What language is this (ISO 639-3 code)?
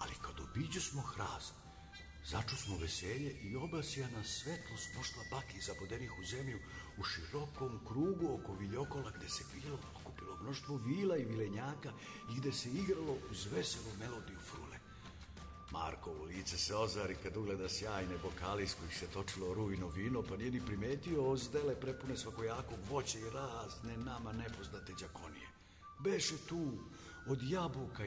srp